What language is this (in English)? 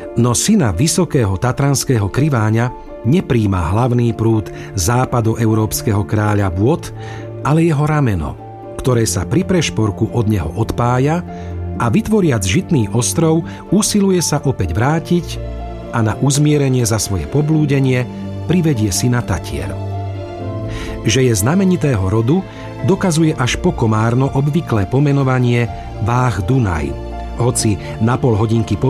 Slovak